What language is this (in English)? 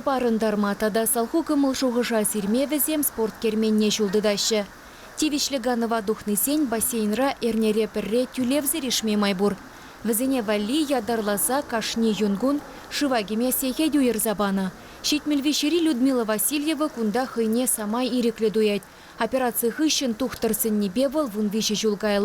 Chuvash